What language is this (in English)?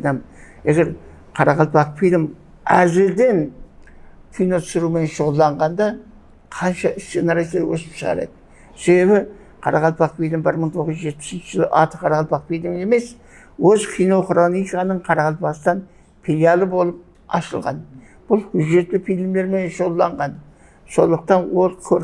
Kara-Kalpak